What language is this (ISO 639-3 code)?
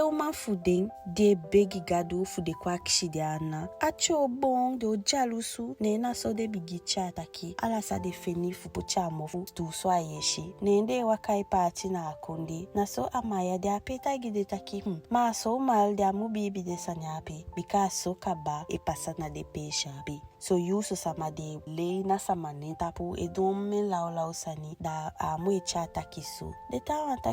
djk